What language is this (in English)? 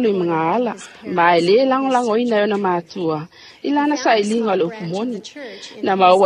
Samoan